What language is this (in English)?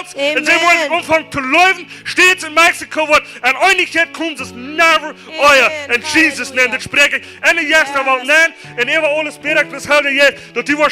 Plautdietsch